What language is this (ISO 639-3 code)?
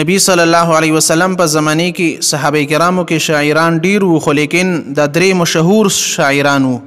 pus